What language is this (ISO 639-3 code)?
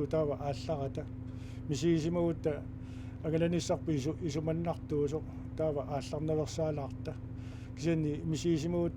kal